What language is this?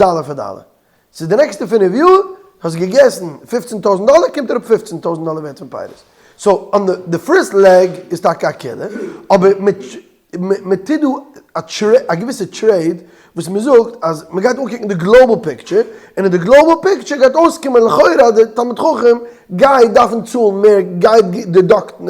Yiddish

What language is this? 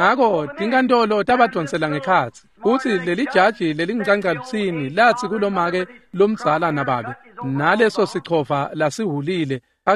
Swati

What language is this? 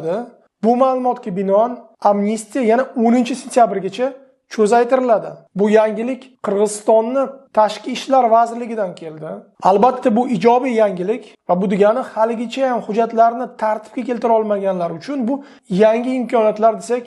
Uzbek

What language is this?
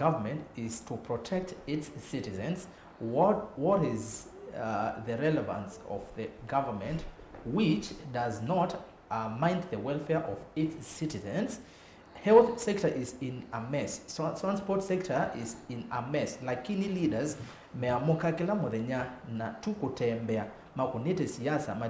Kamba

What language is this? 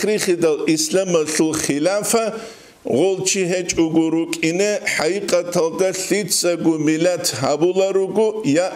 Avaric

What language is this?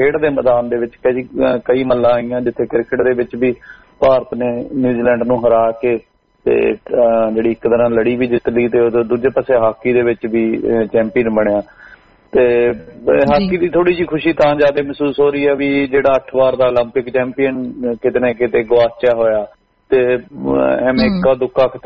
Punjabi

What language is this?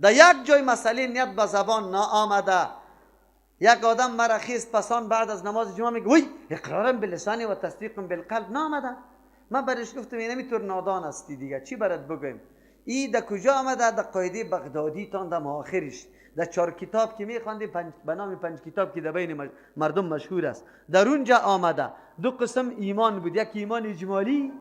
Persian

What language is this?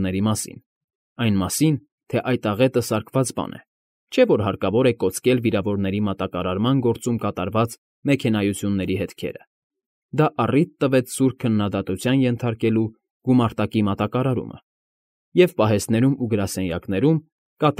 Armenian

